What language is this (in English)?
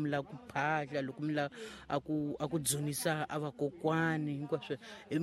Tsonga